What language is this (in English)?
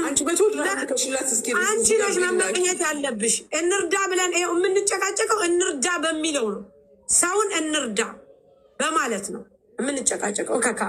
Amharic